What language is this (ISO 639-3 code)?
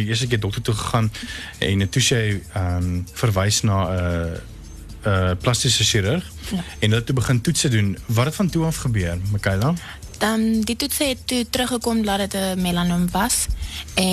afr